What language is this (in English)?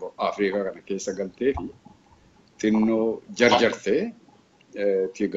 Oromo